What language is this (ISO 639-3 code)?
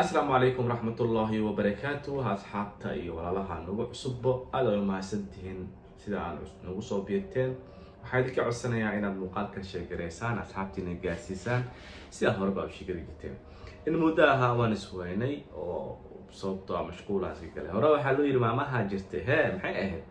som